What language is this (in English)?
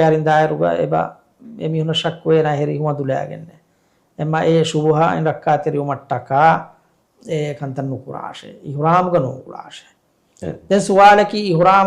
Divehi